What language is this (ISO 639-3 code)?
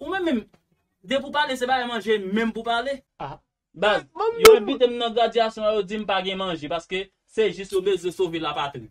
hat